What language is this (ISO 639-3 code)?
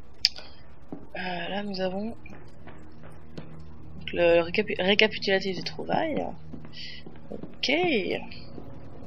fra